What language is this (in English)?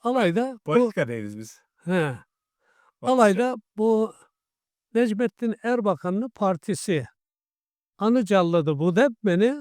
Karachay-Balkar